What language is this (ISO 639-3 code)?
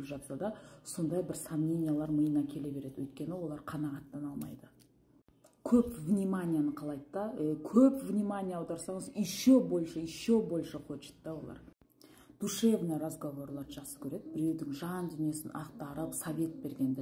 kaz